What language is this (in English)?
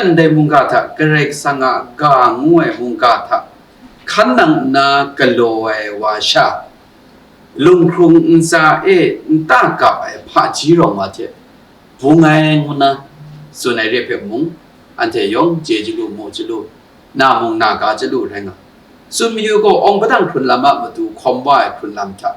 Kachin